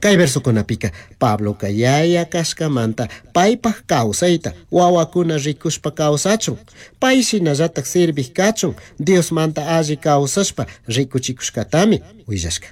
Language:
Chimborazo Highland Quichua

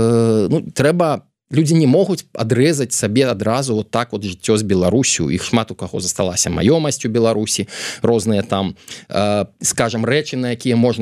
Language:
Belarusian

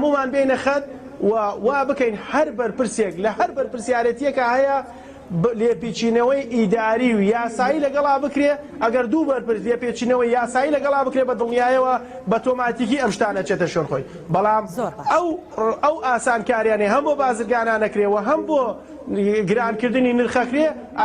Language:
Central Kurdish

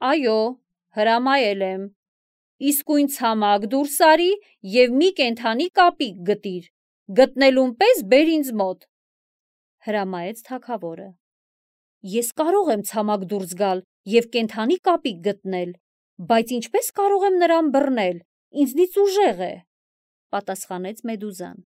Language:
Armenian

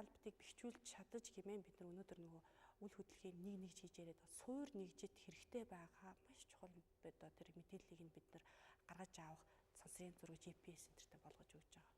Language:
Mongolian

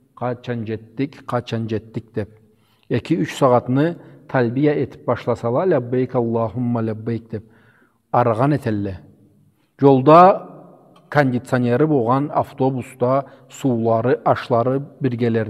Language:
Karachay-Balkar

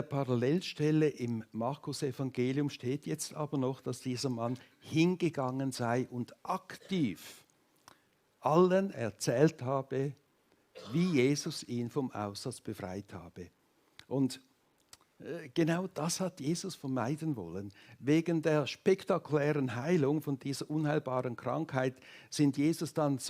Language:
Swiss German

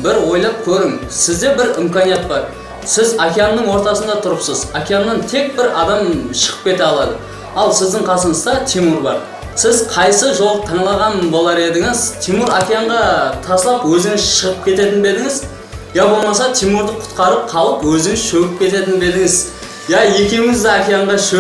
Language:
Kara-Kalpak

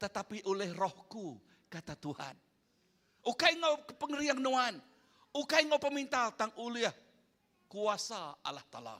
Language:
Iban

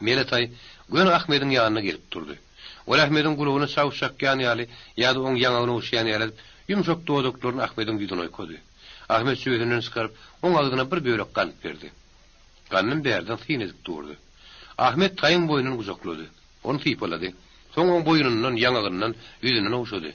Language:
Turkmen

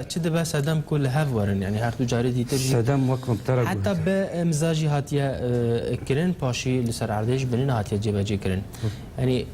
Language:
Kurdish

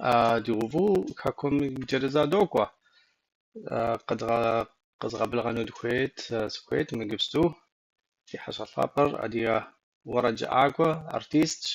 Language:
Kabardian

